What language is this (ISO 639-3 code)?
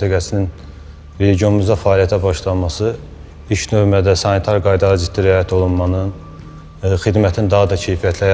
aze